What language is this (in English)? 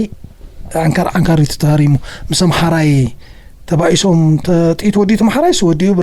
Tigrinya